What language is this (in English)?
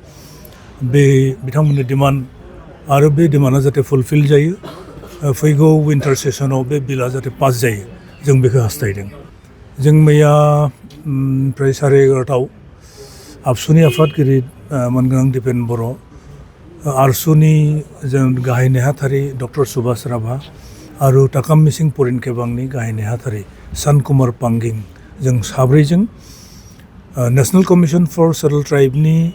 Bodo